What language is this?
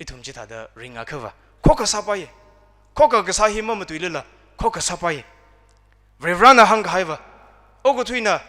Tangkhul Naga (India)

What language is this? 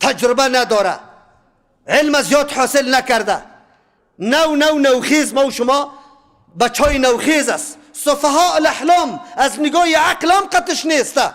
Persian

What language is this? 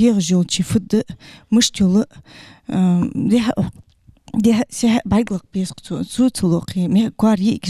Ingush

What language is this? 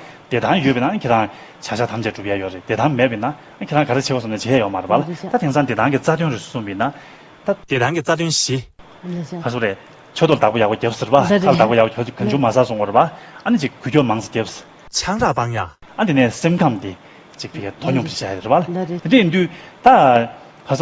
Tibetan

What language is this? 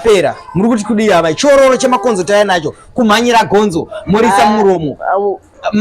Shona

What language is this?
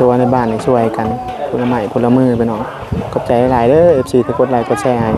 Northeastern Thai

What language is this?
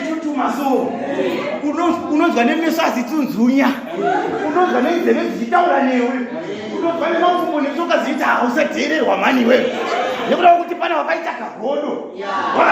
Shona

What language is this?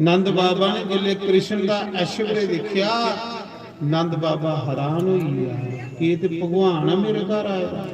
Dogri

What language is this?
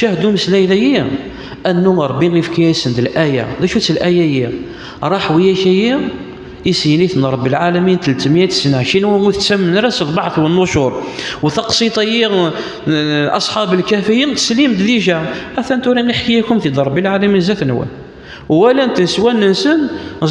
Kabyle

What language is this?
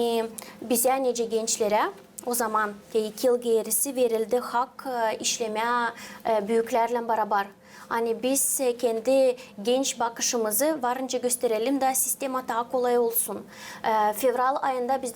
Gagauz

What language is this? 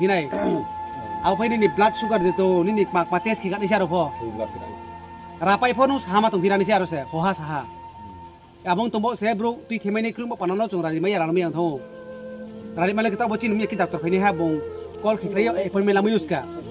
Riang (India)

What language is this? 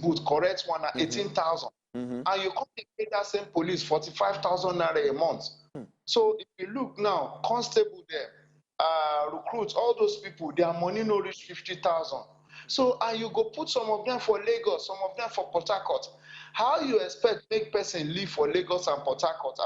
Nigerian Pidgin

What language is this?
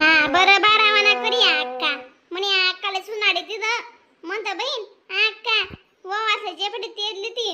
Khandesi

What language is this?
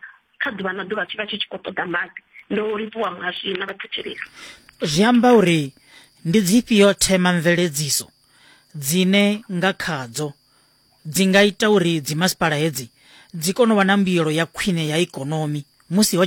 Venda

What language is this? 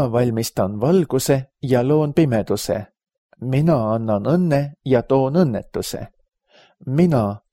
Estonian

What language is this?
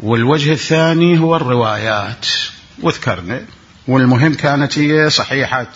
Mesopotamian Arabic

